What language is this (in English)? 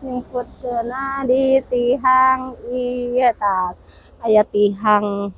Sundanese